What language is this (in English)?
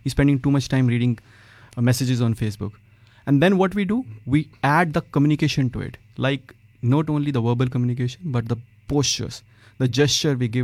English